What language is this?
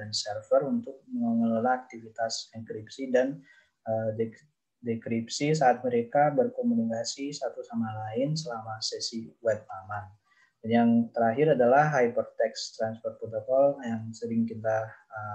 Indonesian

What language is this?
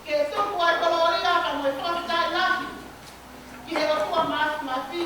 Tongan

